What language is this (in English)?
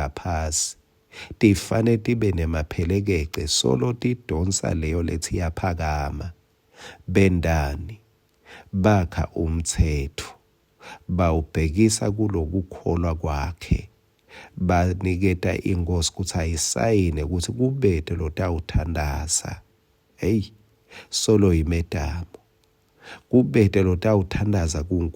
Swati